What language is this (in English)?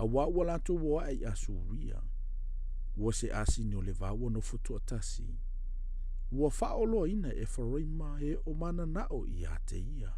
Samoan